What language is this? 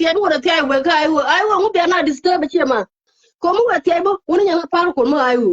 Nuer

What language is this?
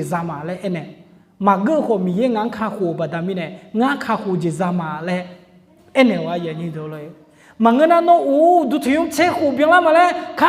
Akha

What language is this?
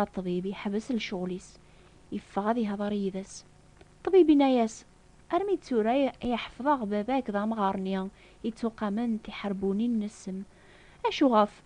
Kabyle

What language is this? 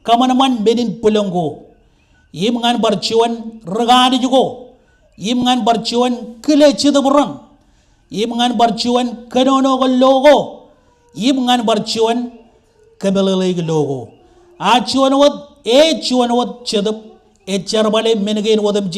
Marshallese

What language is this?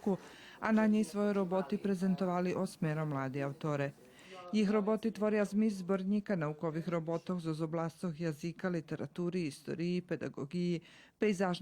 Rusyn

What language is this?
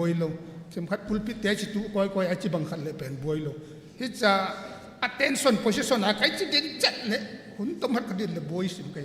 Tedim Chin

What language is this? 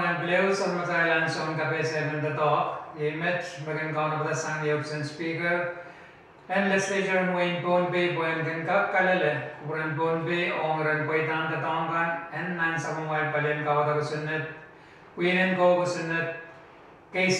Pohnpeian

